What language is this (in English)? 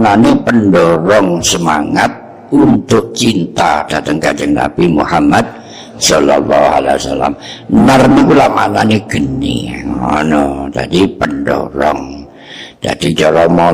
Javanese